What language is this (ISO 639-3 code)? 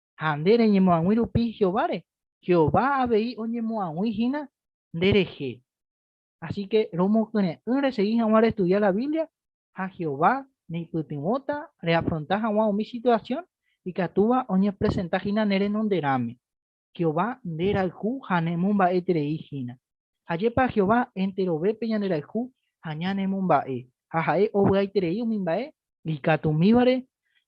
grn